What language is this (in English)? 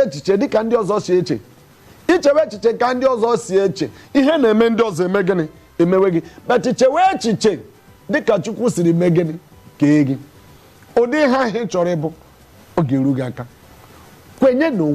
Igbo